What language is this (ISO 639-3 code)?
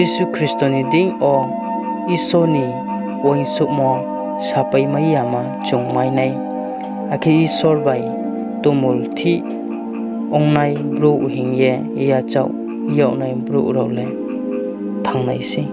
ria